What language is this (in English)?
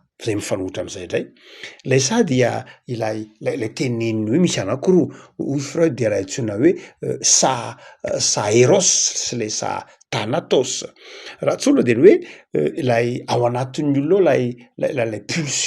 Malagasy